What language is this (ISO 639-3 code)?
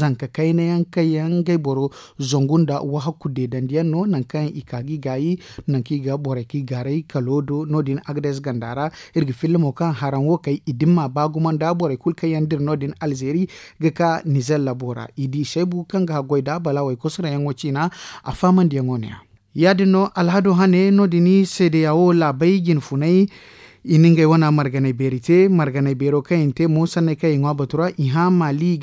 dje